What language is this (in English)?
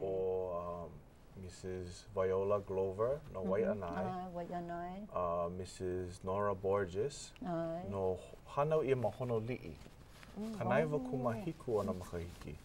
Hawaiian